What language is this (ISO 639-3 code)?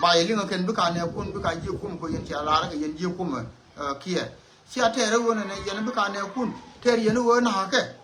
nus